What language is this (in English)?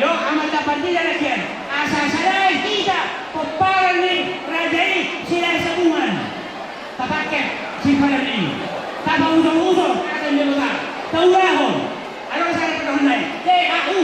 Batak Toba